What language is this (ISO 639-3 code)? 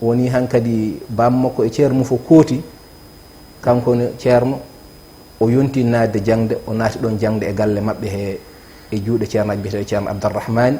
ful